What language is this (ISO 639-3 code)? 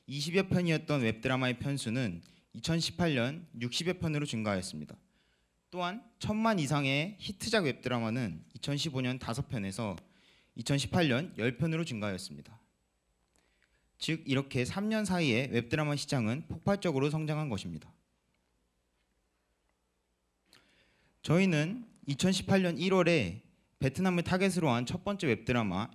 kor